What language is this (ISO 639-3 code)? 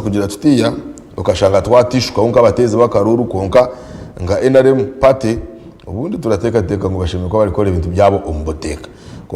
nyn